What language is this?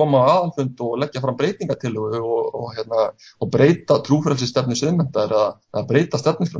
Icelandic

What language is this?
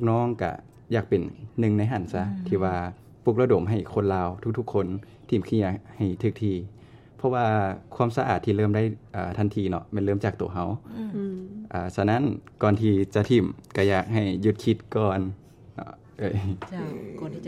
Lao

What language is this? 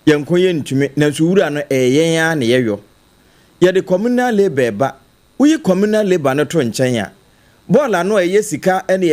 Akan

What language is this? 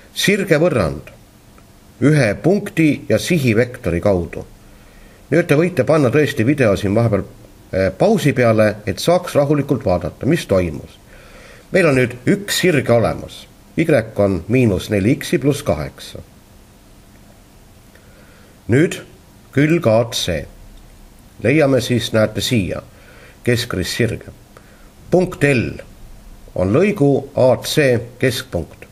Estonian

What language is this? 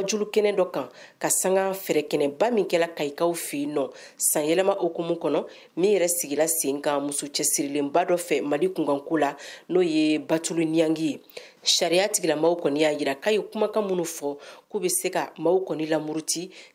Bambara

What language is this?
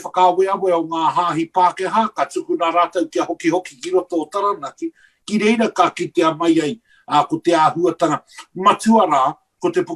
Māori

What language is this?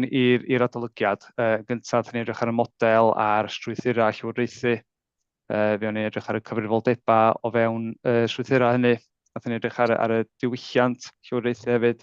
Welsh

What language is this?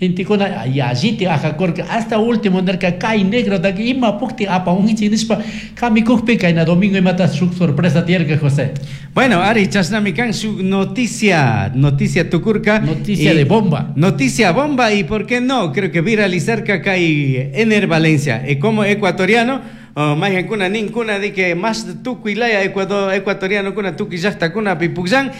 Chimborazo Highland Quichua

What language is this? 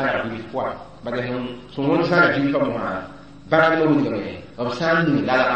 Mossi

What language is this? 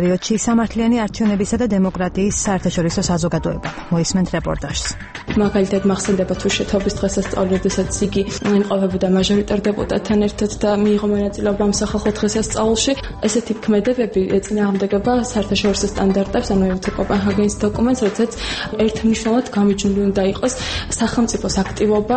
Georgian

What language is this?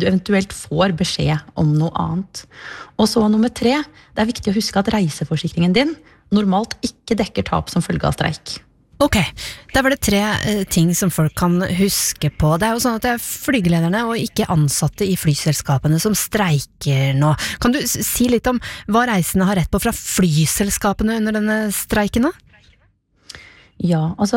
Norwegian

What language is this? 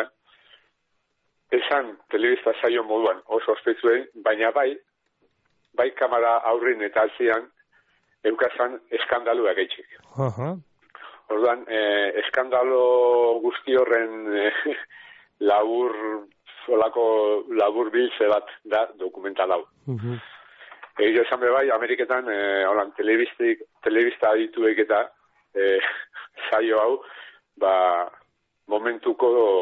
Basque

